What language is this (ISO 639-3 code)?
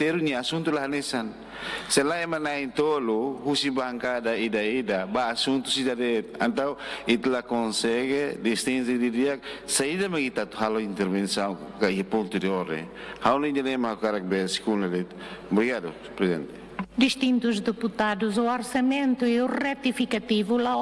tet